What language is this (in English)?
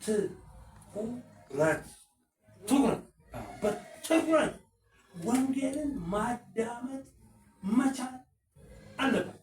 Amharic